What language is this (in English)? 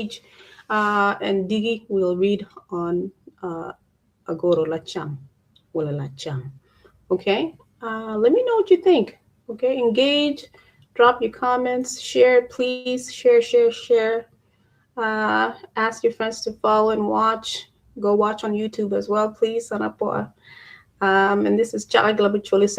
Acoli